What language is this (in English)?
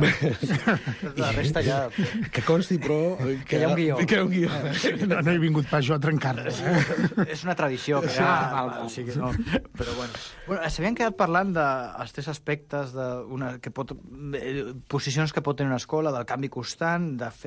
Catalan